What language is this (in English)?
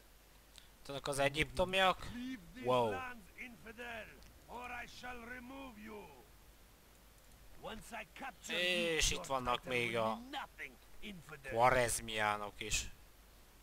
Hungarian